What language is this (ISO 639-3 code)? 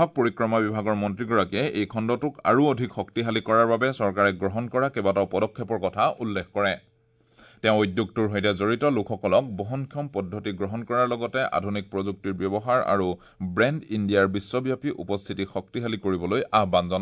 asm